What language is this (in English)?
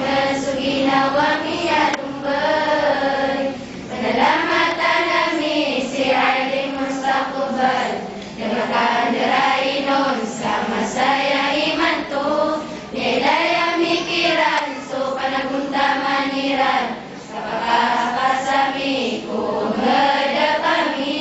Maranao